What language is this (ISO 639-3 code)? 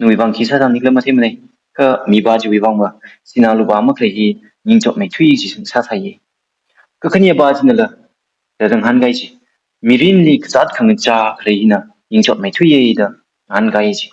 nmf